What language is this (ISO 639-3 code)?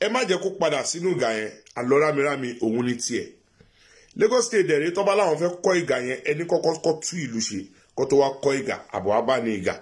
yor